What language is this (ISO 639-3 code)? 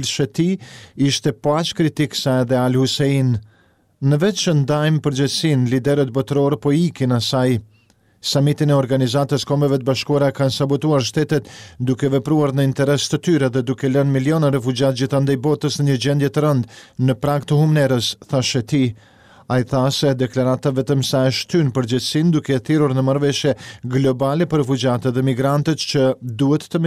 sqi